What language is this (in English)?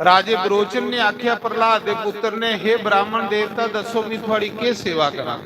Dogri